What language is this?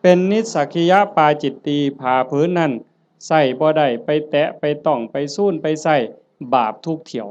Northeastern Thai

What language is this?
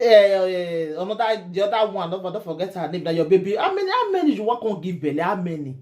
Nigerian Pidgin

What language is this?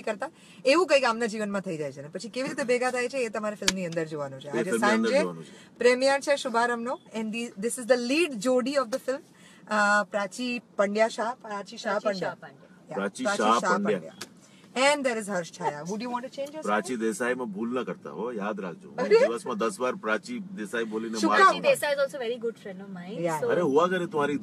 Gujarati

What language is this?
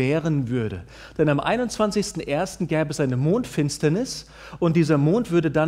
German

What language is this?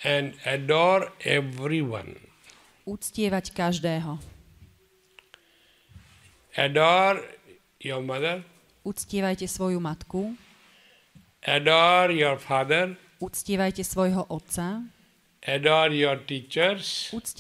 Slovak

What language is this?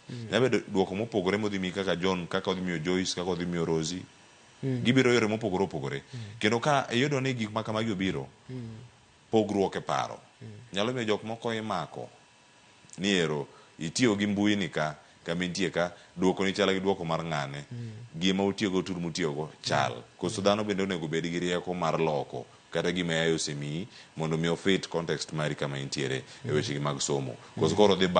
Luo (Kenya and Tanzania)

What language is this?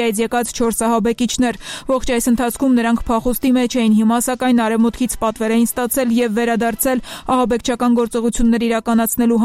Armenian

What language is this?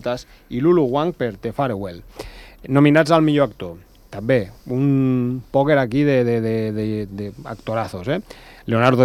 Catalan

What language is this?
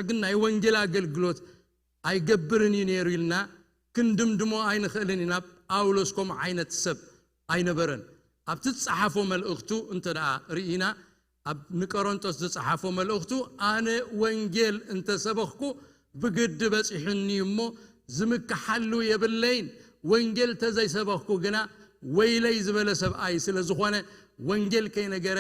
Tigrinya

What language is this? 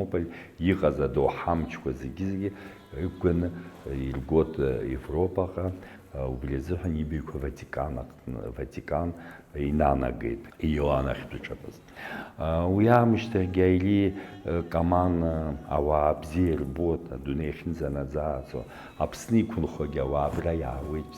Abkhazian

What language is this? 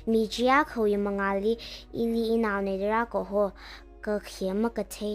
Tangkhul Naga (India)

